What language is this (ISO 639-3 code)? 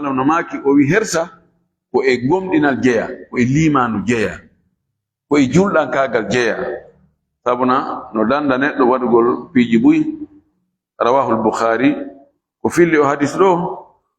ful